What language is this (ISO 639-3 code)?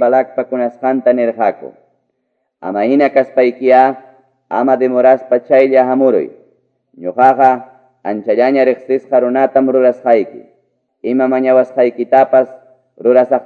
que